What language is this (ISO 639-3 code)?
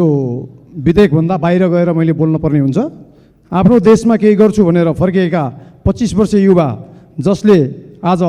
nep